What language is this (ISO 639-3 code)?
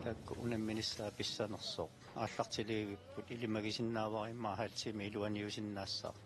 kal